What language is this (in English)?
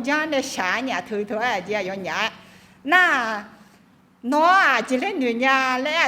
Akha